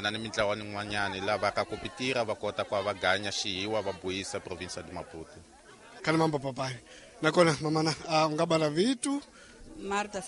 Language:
Tsonga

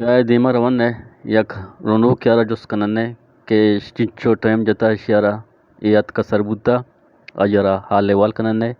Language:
Eastern Balochi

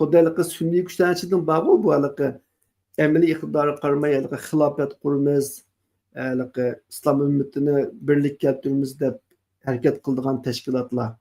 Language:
Uyghur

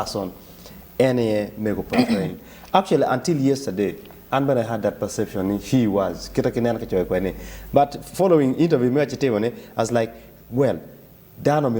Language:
Acoli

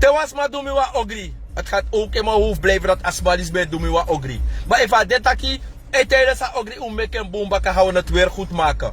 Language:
Sranan Tongo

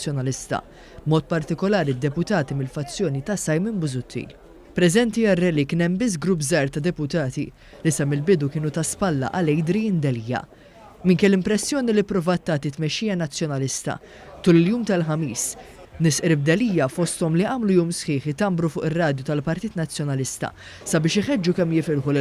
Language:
Maltese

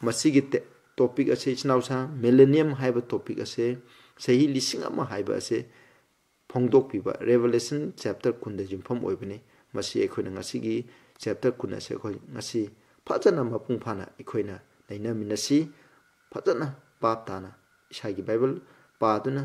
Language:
Manipuri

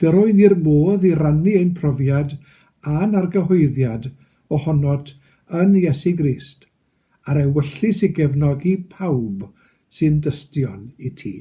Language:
Welsh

